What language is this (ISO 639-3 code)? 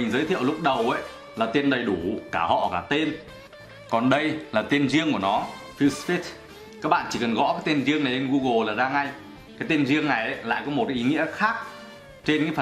vie